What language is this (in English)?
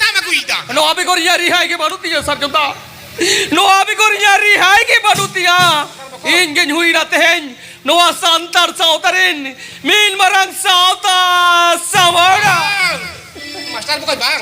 Santali